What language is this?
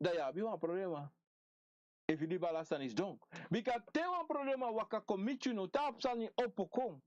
Sranan Tongo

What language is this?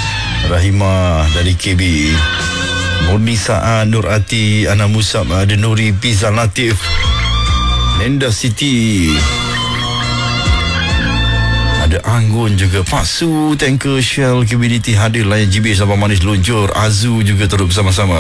Malay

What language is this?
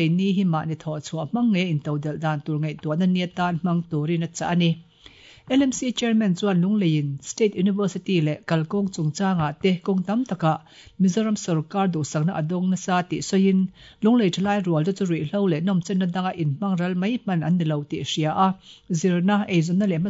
Mizo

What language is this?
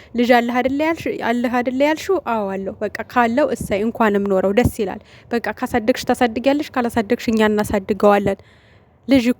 Amharic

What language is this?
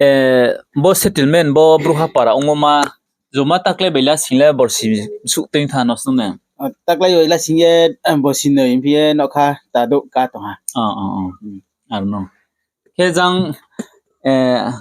Riang (India)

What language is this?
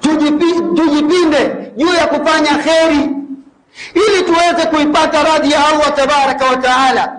Swahili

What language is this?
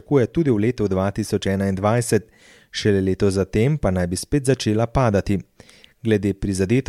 Slovenian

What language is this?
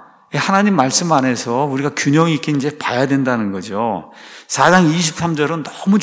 Korean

